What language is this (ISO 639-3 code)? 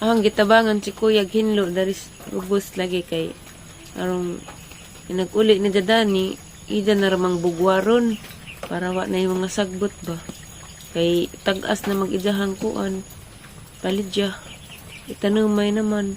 ceb